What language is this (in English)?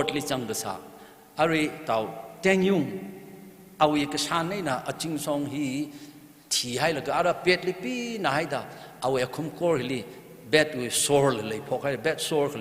Tangkhul Naga (India)